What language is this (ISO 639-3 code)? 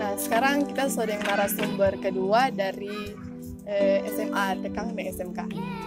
xmm